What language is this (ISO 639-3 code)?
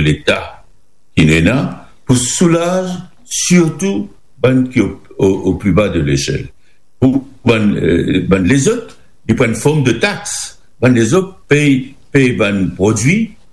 mfe